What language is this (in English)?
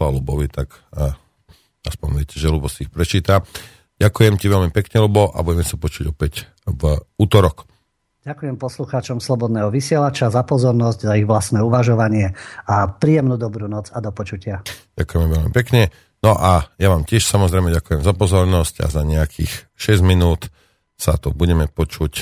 Slovak